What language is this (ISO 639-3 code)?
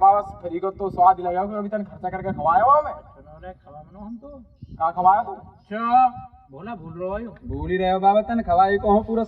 bra